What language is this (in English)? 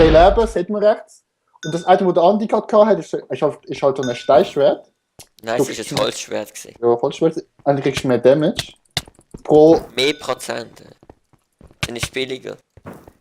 Swiss German